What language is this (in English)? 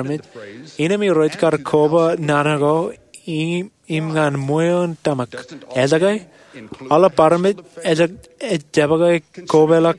Marshallese